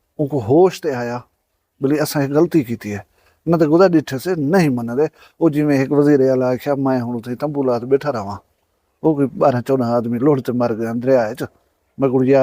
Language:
Saraiki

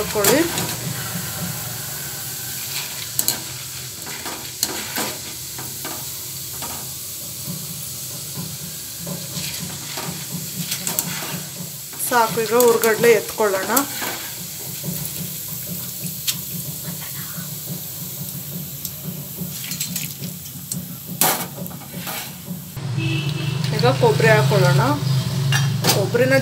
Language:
Kannada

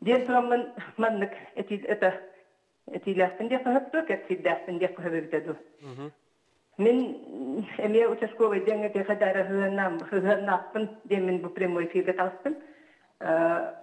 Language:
Yakut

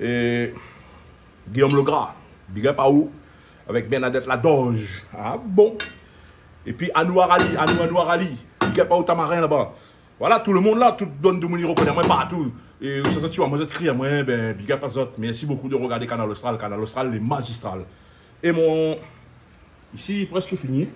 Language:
Réunion Creole French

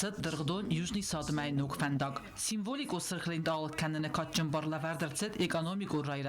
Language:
Ossetic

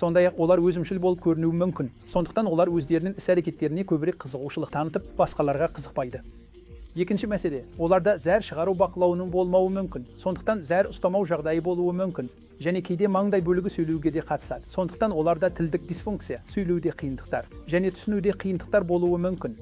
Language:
Kazakh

